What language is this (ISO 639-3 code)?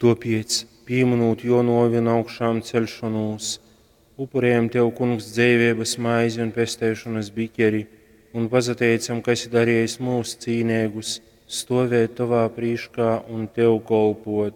ltg